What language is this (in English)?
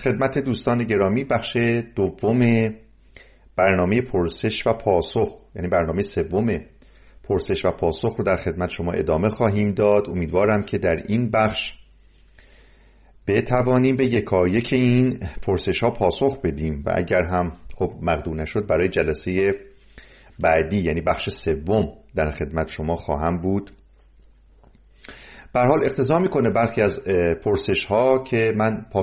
Persian